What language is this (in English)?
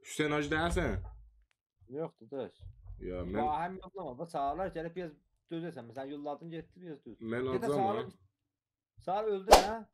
South Azerbaijani